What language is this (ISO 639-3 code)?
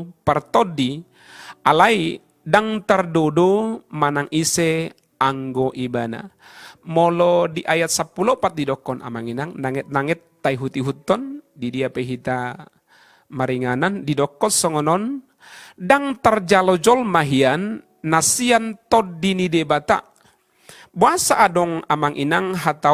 bbc